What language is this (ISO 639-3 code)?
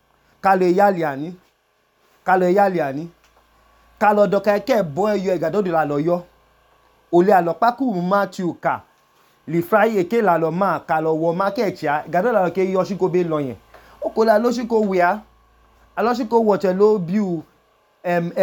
idu